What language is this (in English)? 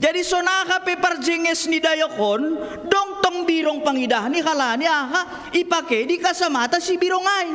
Batak Simalungun